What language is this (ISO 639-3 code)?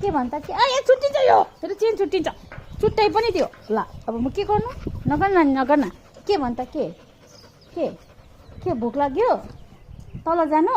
nep